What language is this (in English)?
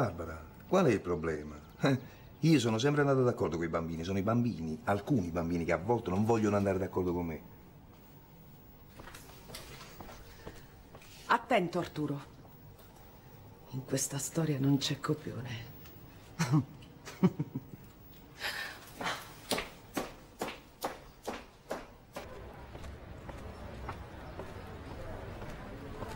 Italian